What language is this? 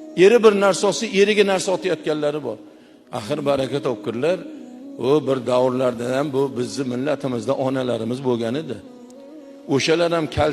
Uzbek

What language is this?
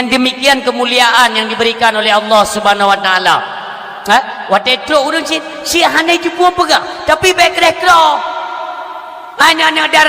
Achinese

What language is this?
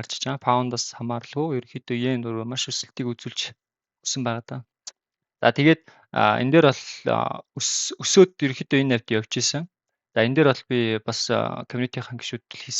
Mongolian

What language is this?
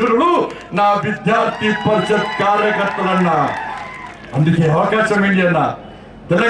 Telugu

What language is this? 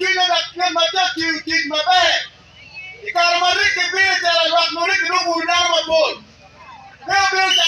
Acoli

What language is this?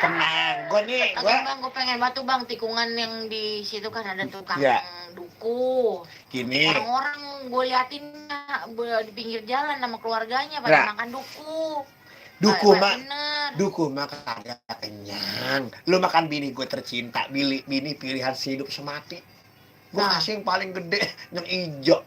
Betawi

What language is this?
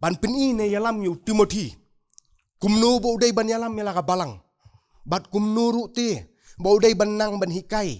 Khasi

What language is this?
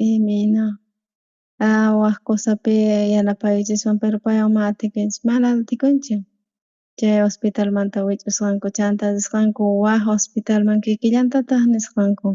South Bolivian Quechua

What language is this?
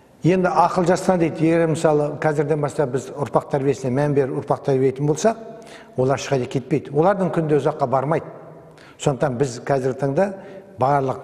Kazakh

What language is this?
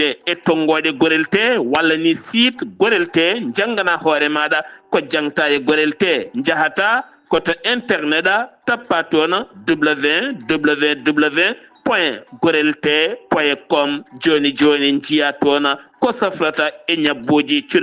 Fula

